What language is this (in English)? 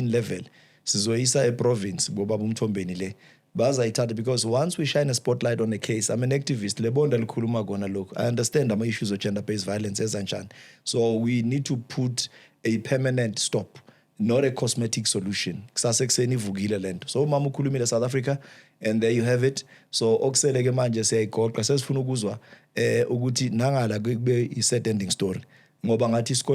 Zulu